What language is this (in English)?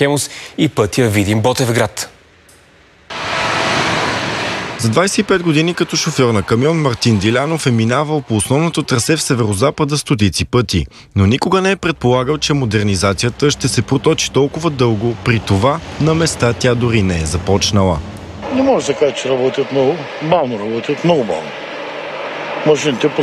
Bulgarian